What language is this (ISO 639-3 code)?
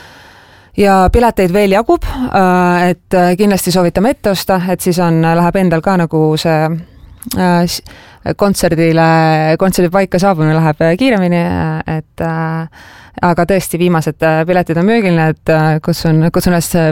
est